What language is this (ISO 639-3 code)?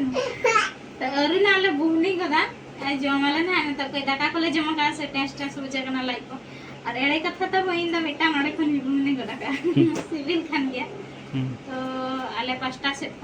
sat